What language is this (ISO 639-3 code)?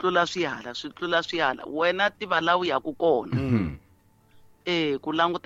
tso